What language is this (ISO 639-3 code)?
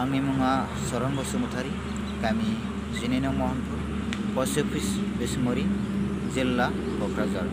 brx